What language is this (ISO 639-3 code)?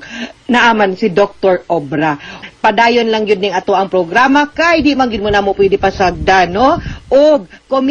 ceb